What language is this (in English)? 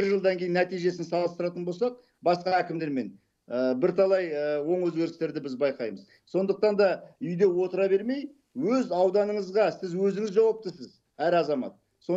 Kazakh